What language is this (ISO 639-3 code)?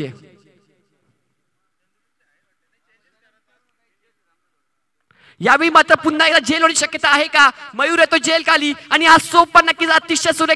mar